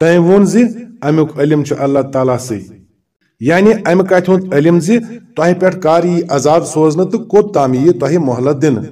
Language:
Kashmiri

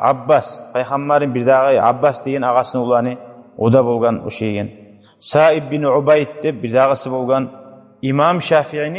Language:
Kumyk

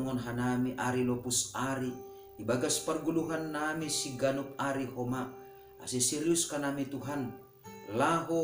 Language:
Batak Simalungun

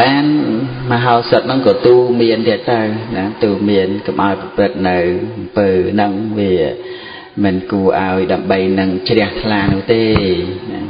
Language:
Khmer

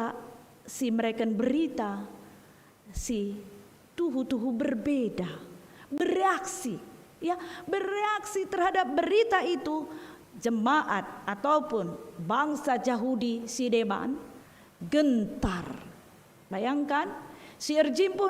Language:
Batak Karo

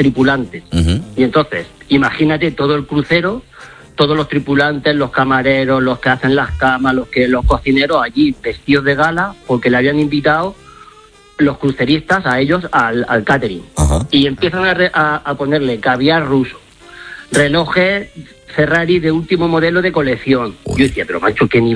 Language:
Spanish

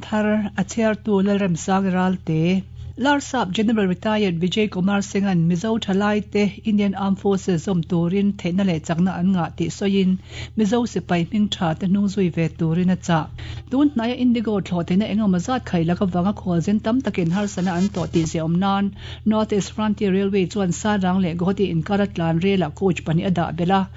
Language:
Mizo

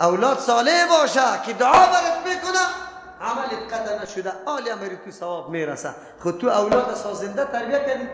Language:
Persian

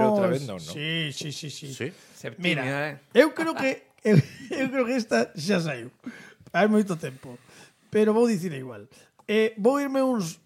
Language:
Galician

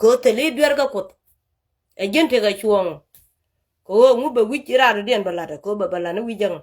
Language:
Nuer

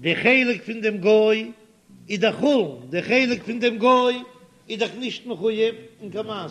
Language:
Yiddish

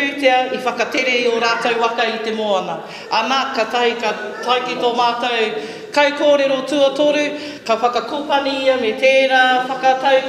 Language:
Māori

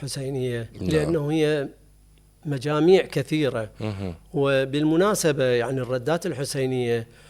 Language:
Mesopotamian Arabic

